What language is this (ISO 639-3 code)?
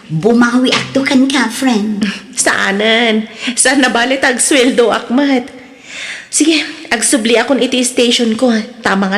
ilo